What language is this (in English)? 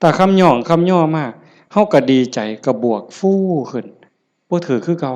Northeastern Thai